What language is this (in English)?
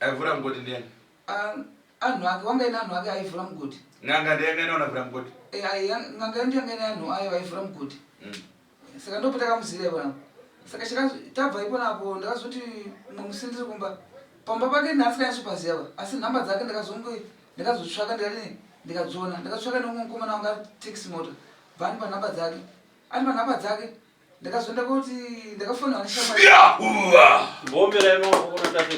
Shona